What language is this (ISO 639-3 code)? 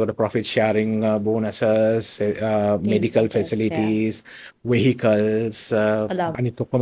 sin